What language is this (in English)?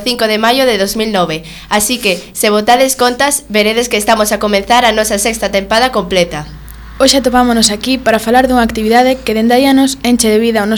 Galician